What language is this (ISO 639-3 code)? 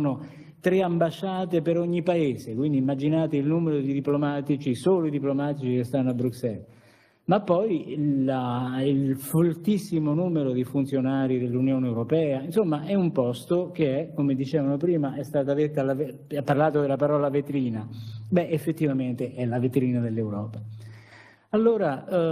ita